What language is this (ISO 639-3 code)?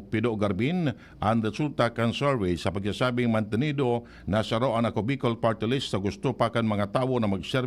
bik